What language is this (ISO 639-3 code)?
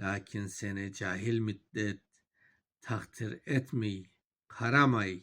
crh